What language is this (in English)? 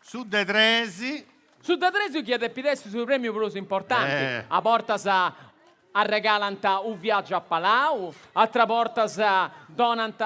Sardinian